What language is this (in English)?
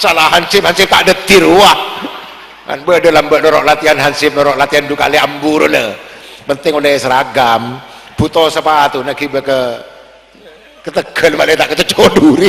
Madurese